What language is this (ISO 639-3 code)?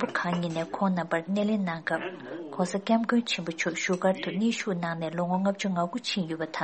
bod